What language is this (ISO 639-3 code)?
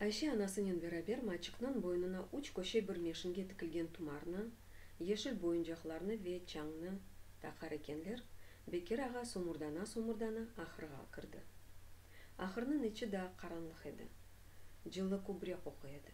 crh